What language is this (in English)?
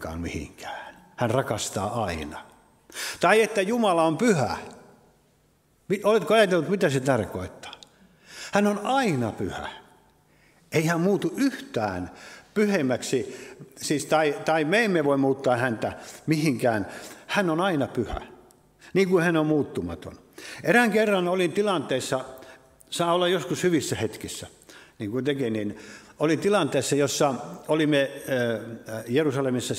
Finnish